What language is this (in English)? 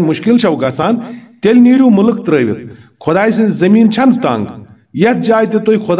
Kashmiri